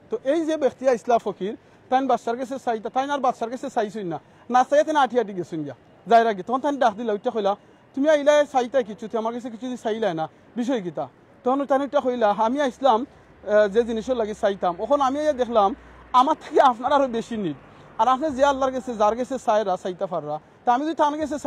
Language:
Sylheti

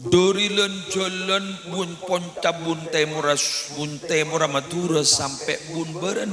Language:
Madurese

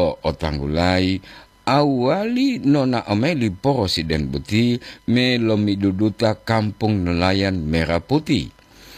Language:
Gorontalo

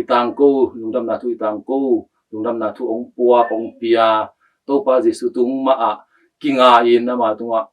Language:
Tedim Chin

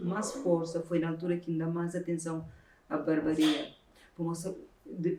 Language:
Kabuverdianu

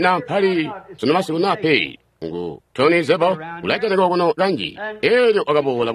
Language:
Tonga (Zambia)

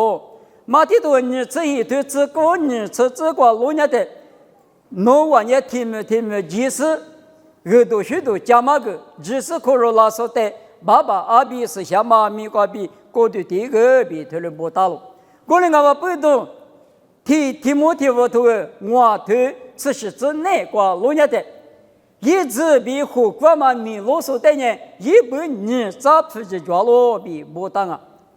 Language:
Lisu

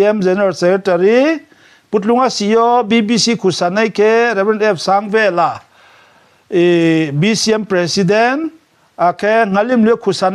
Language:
Riang (India)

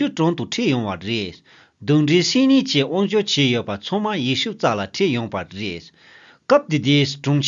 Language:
Tibetan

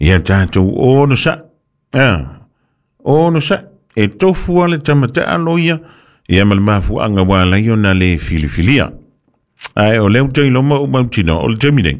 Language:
Samoan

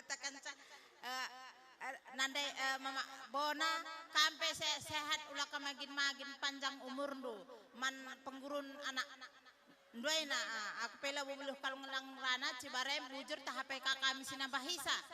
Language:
Batak Karo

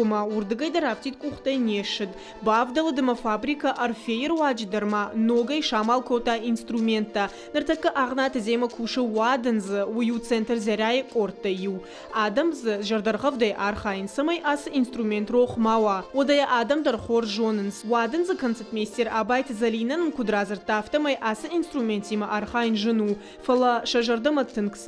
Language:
Ossetic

